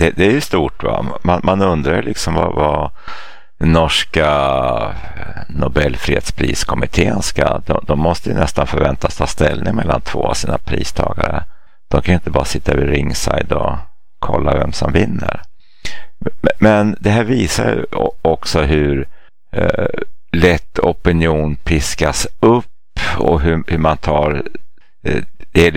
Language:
Swedish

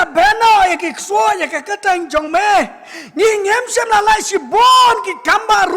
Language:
Khasi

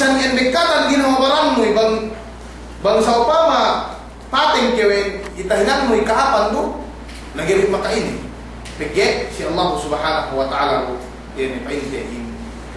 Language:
Yakan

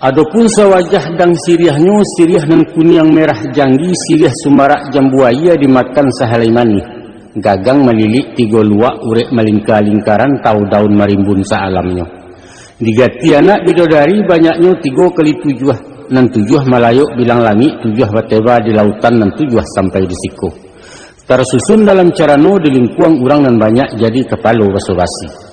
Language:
Minangkabau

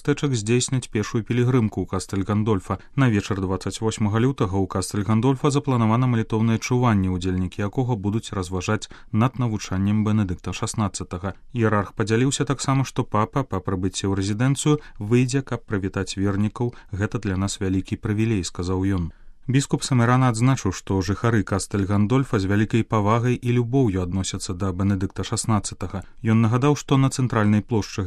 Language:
Belarusian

